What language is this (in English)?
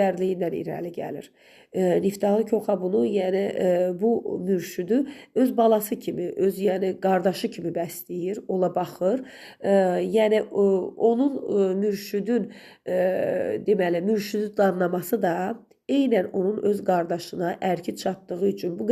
Azerbaijani